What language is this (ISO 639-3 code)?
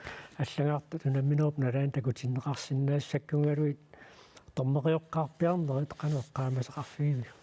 kal